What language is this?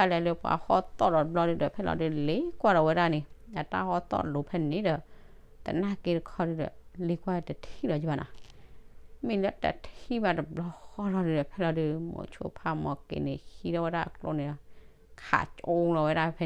S'gaw Karen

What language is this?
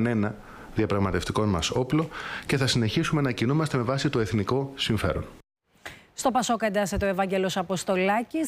Greek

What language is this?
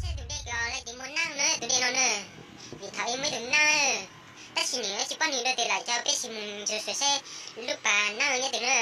Hmong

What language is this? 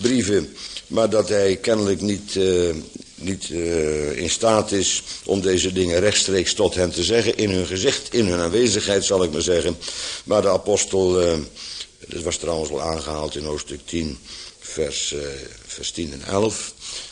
Dutch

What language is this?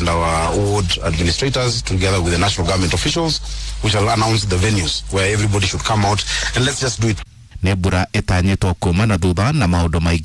Kikuyu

